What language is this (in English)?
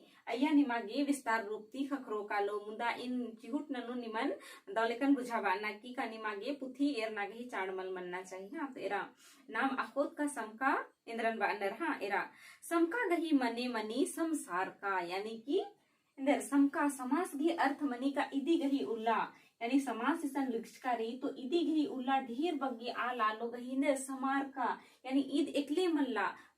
Kurukh